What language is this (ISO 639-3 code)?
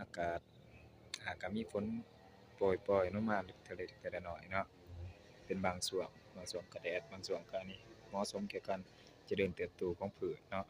lao